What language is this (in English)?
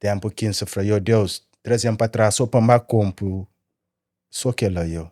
Kabuverdianu